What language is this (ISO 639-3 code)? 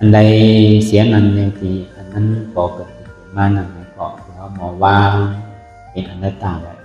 shn